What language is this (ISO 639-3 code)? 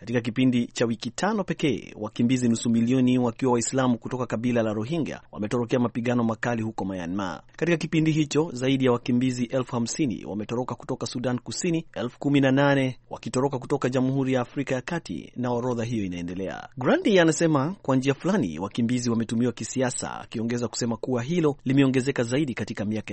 swa